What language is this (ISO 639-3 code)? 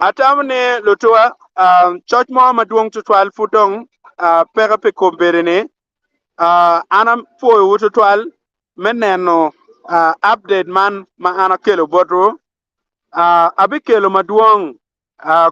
ach